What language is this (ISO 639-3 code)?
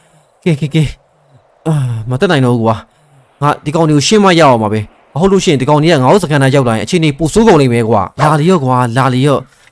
mya